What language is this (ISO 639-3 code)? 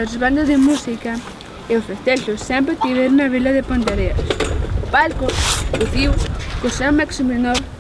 glg